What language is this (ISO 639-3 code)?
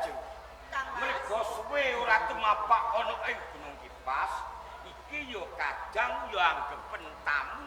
jav